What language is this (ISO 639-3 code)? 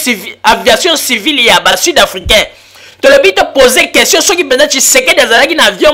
lin